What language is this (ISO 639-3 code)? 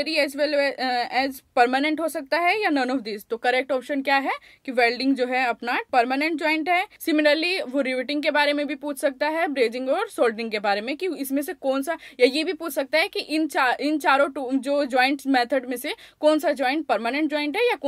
hin